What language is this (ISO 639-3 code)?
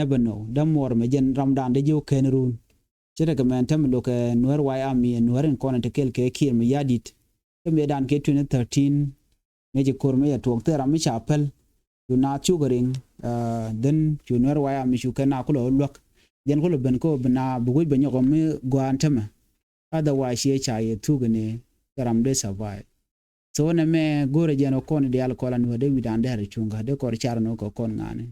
nus